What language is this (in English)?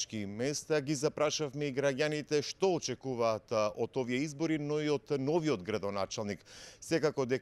Macedonian